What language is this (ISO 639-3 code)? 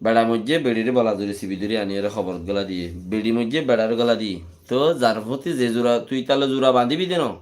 rhg